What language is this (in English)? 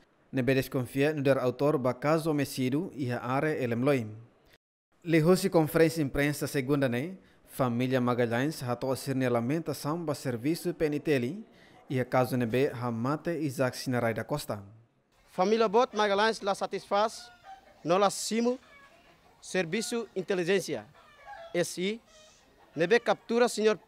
Tetum